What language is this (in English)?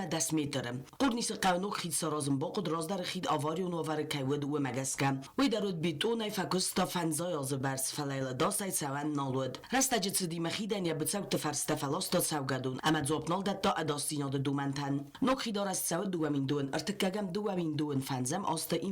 Ossetic